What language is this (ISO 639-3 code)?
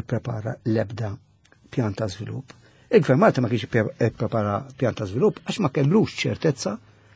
mlt